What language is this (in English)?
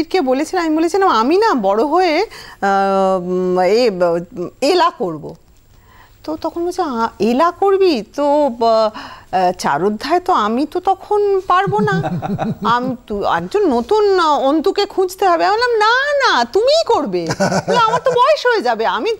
Bangla